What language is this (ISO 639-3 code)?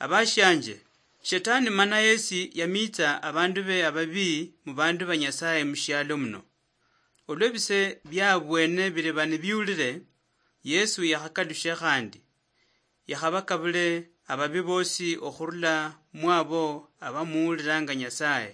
luy